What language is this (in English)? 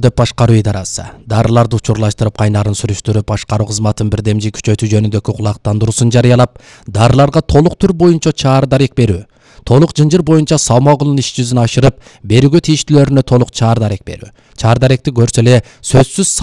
Kyrgyz